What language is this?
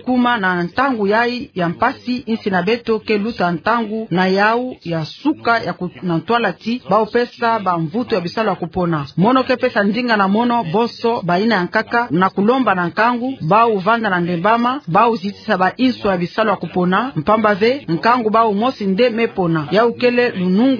Kituba (Democratic Republic of Congo)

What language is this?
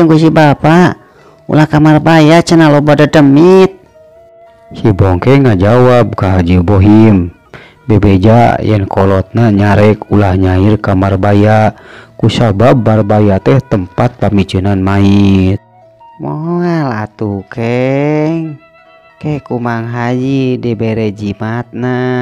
Sundanese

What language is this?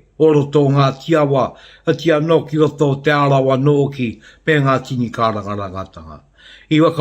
Māori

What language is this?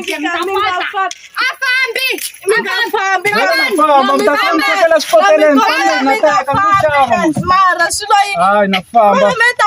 Tsonga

